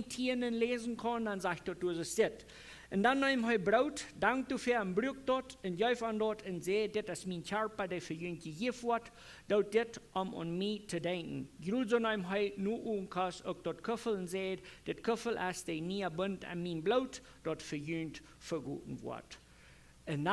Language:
Plautdietsch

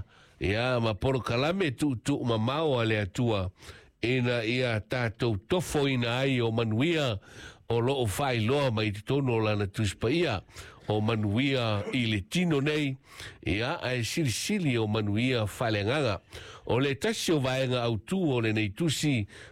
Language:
Samoan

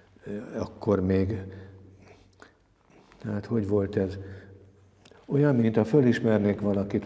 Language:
Hungarian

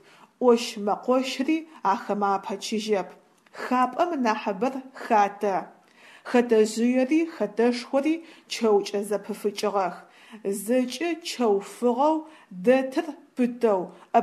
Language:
Adyghe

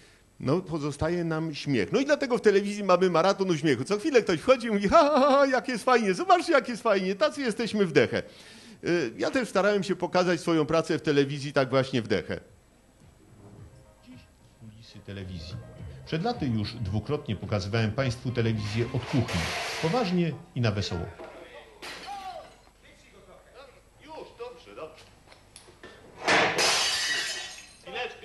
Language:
Polish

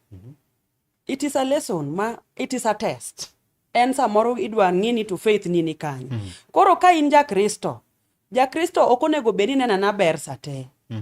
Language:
Luo (Kenya and Tanzania)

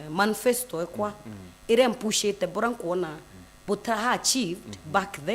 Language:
Meru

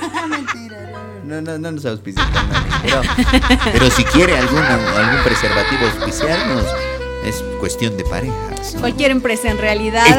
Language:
Spanish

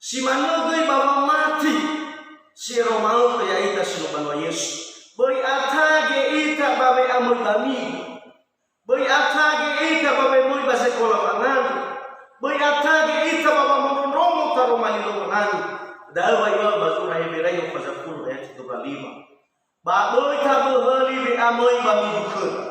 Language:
Nias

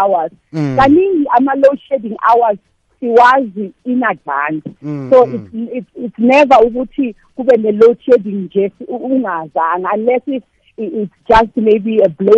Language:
South Ndebele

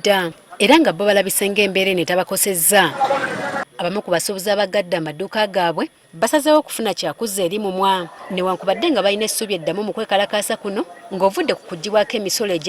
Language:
Ganda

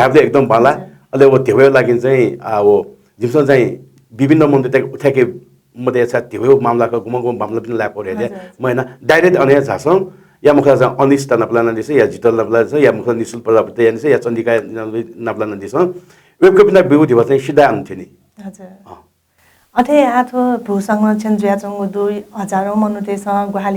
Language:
Newari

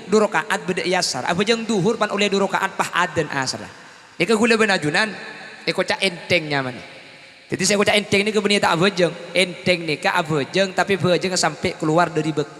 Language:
Madurese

